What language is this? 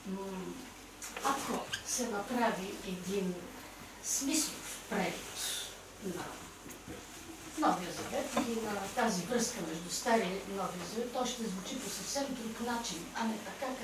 Bulgarian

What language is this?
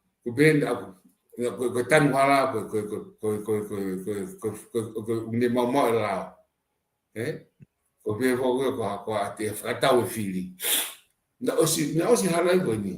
Tongan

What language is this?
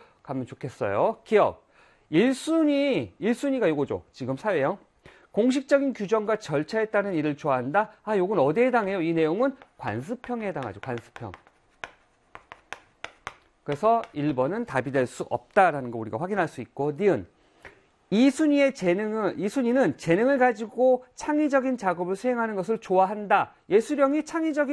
Korean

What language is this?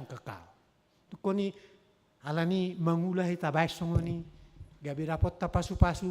Batak Toba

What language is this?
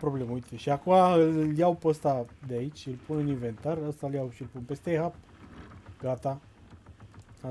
Romanian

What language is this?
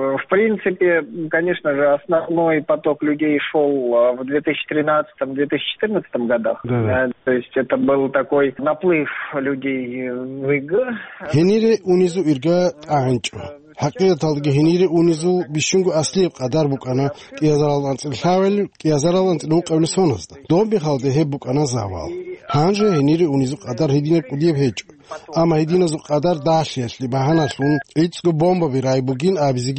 Avaric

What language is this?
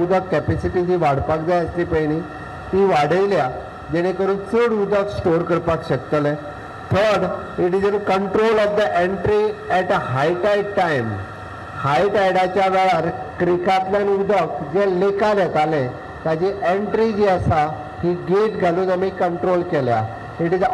Konkani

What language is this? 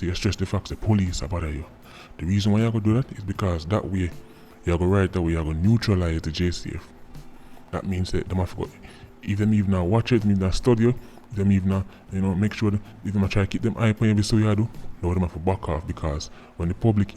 Jamaican Creole English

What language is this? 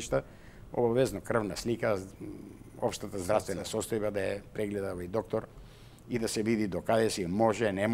Macedonian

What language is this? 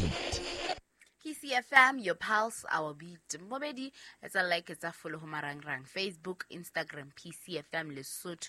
Southern Sotho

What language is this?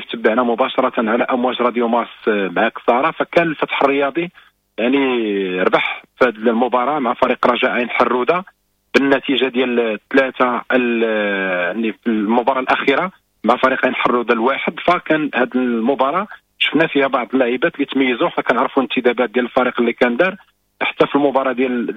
Moroccan Arabic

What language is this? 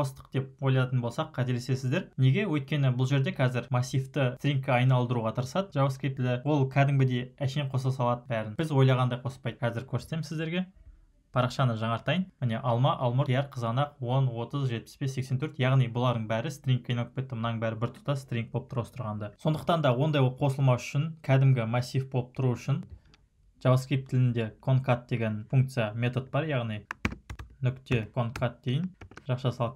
Kazakh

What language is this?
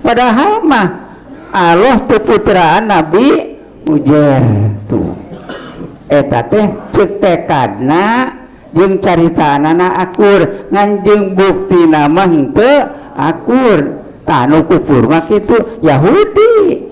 Sundanese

